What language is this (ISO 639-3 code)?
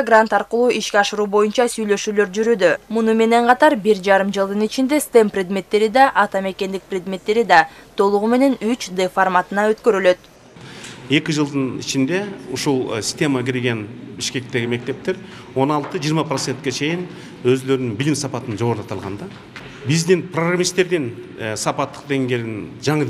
kir